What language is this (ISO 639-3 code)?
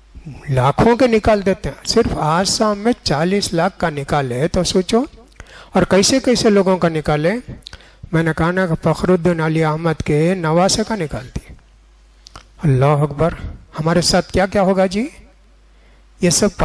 urd